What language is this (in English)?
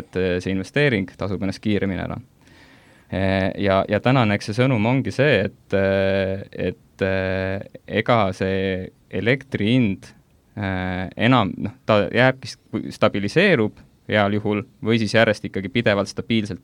Estonian